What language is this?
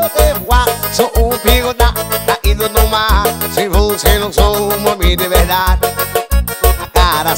Portuguese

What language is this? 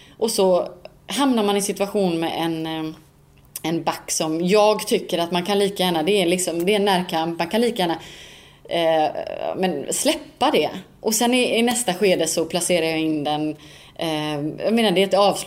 Swedish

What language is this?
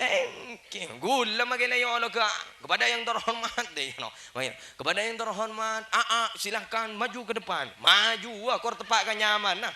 Madurese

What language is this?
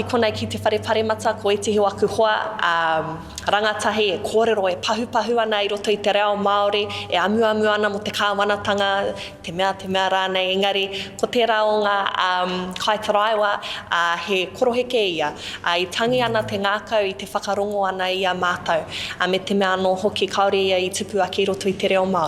Māori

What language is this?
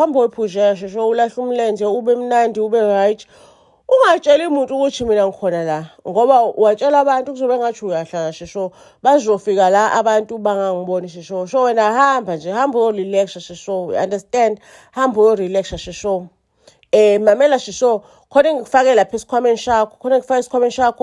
Zulu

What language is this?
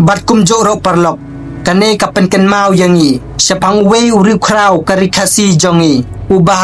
Khasi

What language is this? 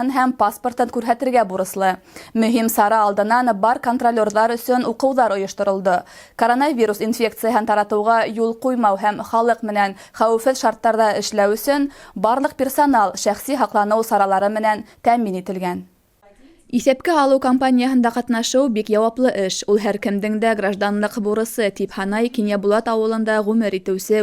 Bashkir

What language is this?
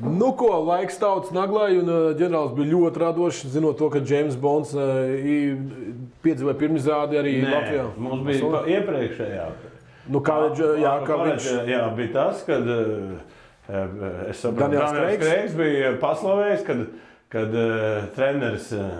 Latvian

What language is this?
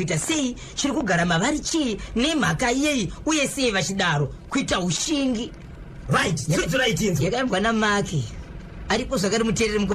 Shona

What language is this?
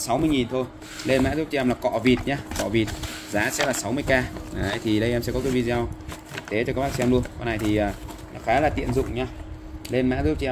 Vietnamese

